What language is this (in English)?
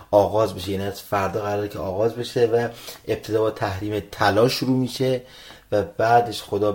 Persian